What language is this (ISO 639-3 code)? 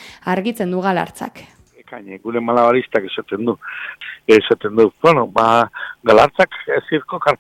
eus